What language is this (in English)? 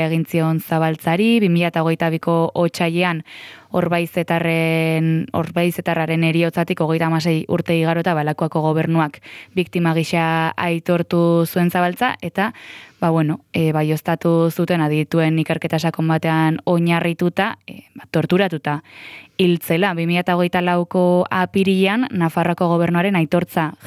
Basque